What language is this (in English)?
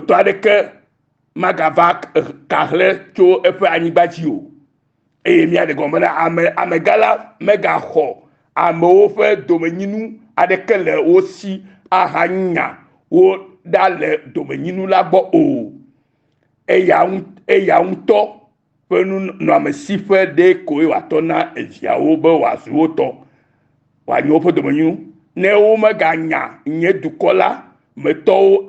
Ewe